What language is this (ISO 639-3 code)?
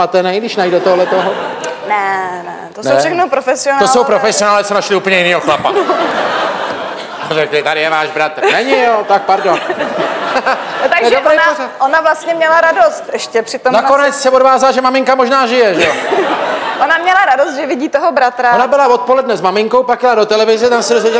ces